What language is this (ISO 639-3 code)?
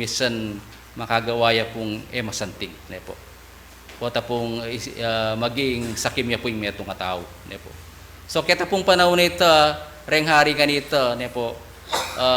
pam